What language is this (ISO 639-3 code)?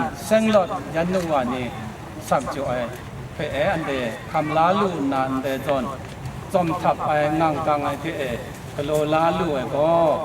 kac